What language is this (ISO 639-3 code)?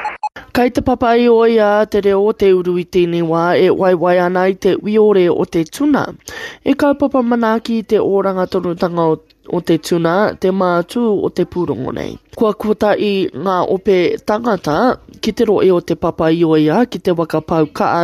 mri